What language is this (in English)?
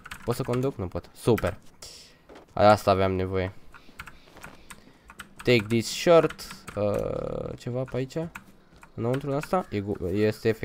Romanian